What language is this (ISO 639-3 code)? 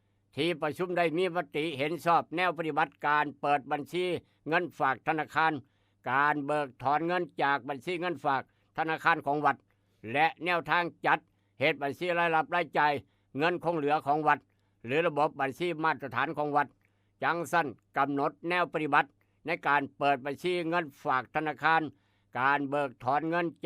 tts